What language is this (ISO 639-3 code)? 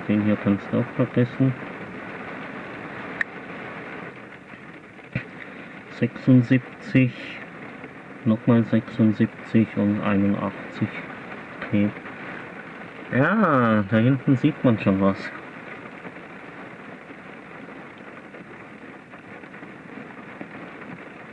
deu